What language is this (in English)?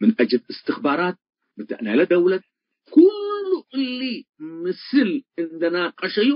Tigre